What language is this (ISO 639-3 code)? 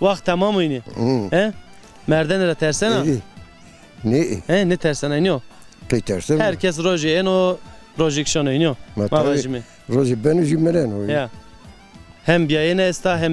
zza